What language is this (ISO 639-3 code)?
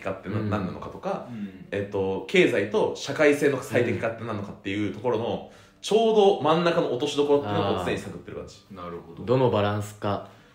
jpn